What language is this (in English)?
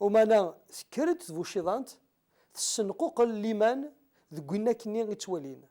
Kabyle